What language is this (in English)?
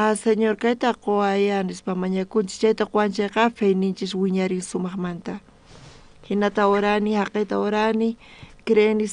South Bolivian Quechua